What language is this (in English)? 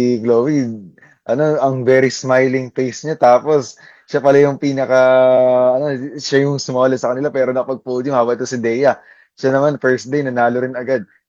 Filipino